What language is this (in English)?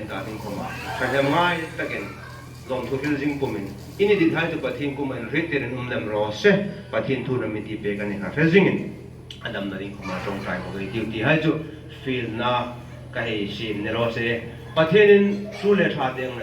Hmar